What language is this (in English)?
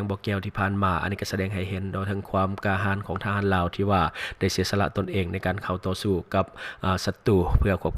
Lao